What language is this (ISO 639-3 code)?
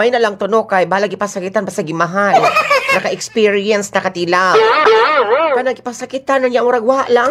ceb